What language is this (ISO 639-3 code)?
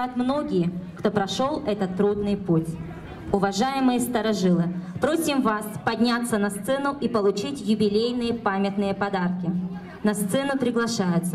rus